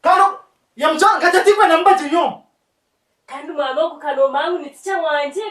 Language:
Nyankole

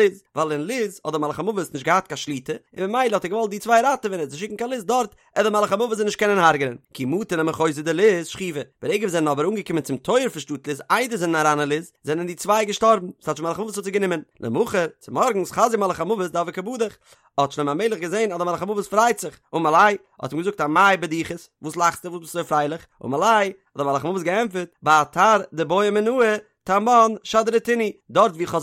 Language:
Yiddish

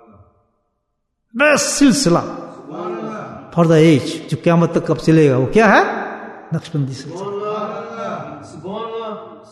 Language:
Urdu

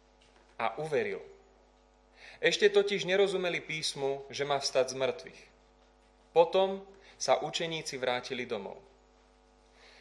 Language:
Slovak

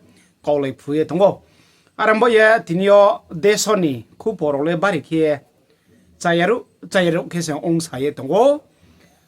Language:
Riang (India)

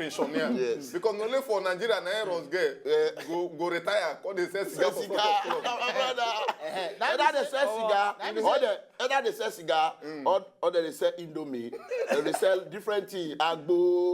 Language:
Nigerian Pidgin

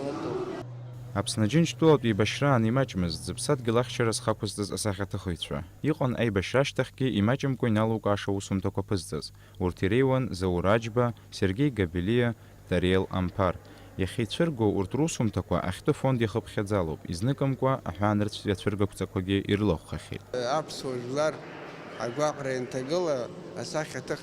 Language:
Abkhazian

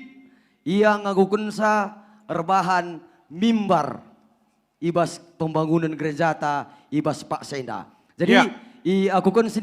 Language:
Batak Karo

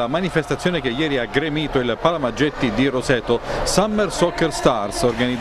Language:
Italian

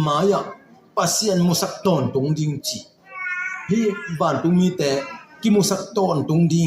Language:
Tedim Chin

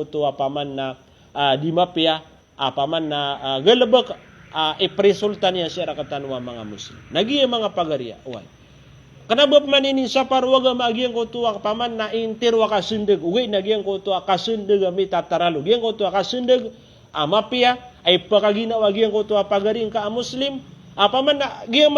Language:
Maranao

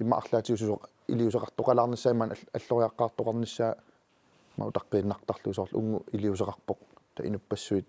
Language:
Kalaallisut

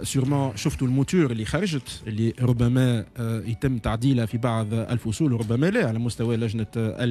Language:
Tunisian Arabic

